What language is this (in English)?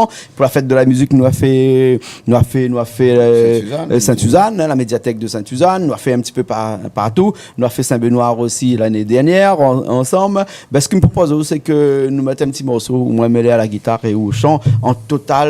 Réunion Creole French